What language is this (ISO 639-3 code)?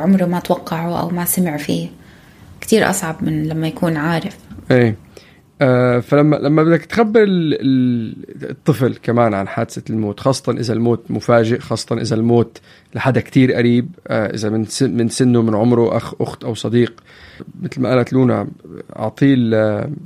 apc